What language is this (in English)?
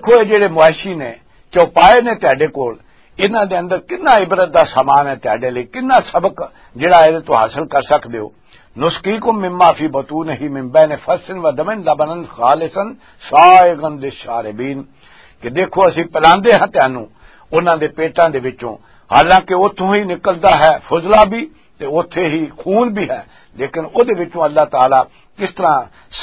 Western Panjabi